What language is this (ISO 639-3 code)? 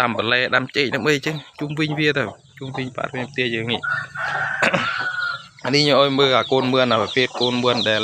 khm